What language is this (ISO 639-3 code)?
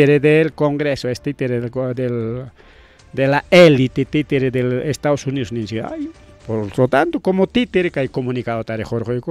quy